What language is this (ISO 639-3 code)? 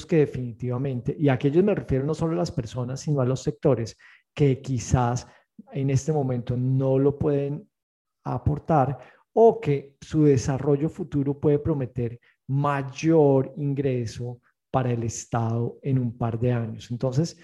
spa